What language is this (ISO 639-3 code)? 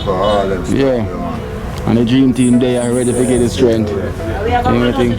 jam